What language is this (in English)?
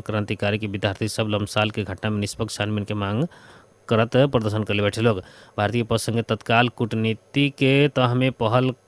Bhojpuri